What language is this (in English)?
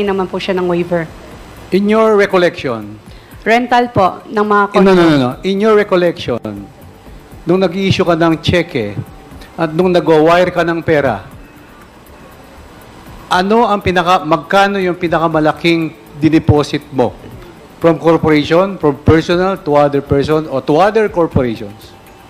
Filipino